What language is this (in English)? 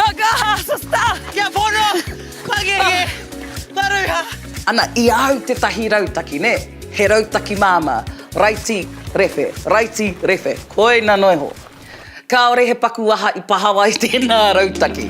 Māori